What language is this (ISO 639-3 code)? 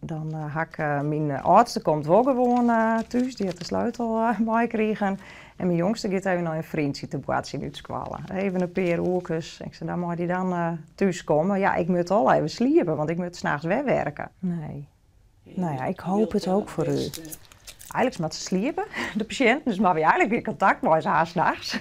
fry